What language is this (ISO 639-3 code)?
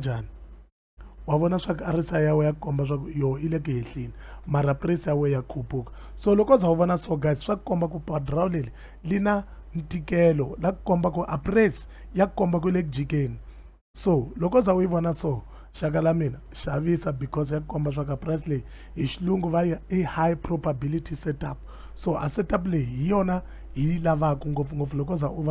tso